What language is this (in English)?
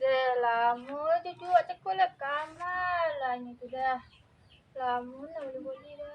Minangkabau